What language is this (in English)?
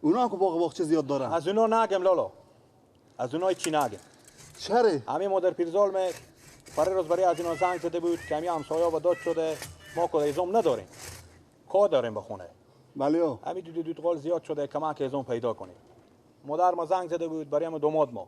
Persian